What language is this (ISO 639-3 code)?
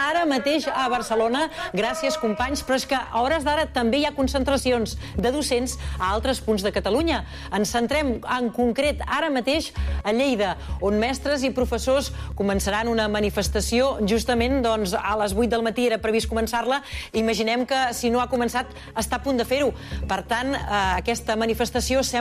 cat